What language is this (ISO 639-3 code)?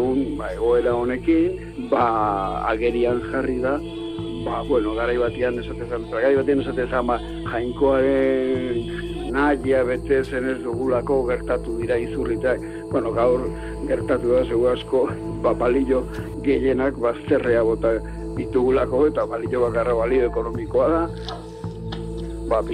eus